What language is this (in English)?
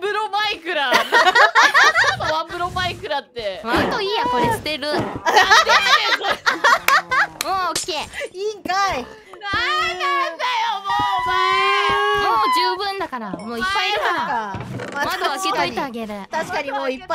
Japanese